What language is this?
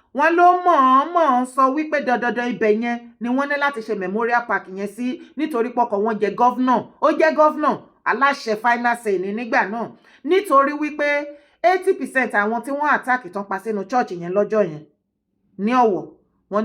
Yoruba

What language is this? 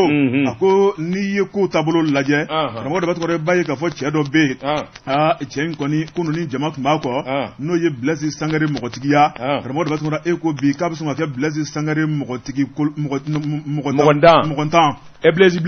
Bambara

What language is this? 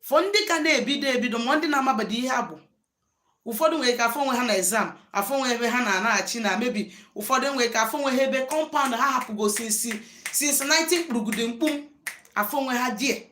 Igbo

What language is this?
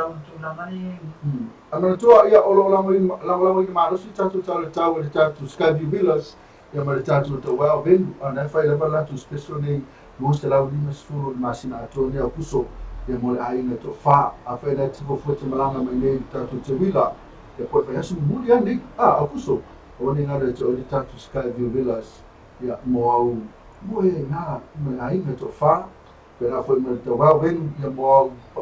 Samoan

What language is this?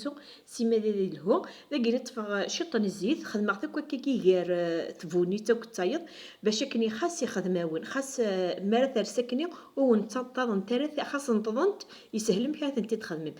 Kabyle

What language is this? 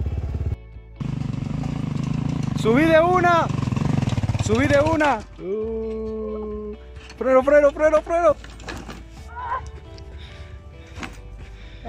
Spanish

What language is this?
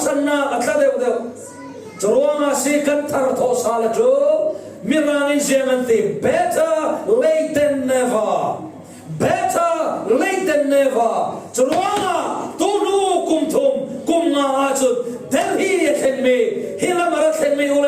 Falam Chin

